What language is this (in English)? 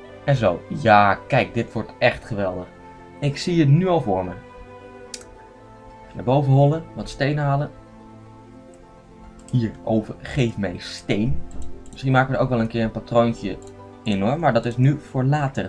Dutch